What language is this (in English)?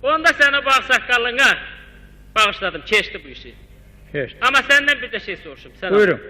South Azerbaijani